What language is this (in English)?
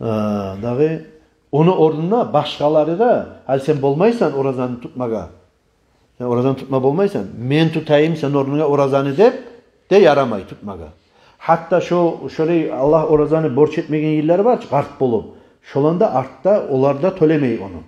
Kumyk